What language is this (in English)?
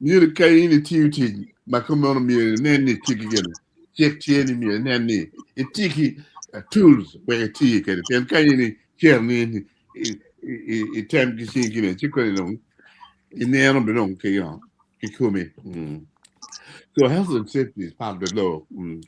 Acoli